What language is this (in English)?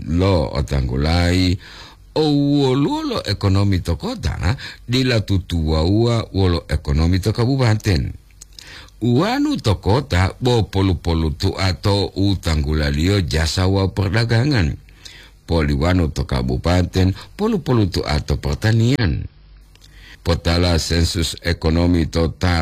Gorontalo